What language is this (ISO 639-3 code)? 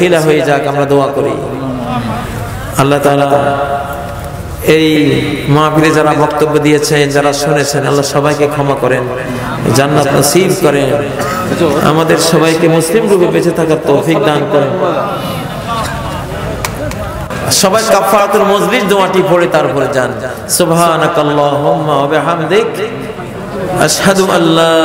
ben